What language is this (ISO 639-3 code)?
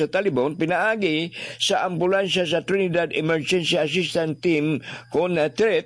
ceb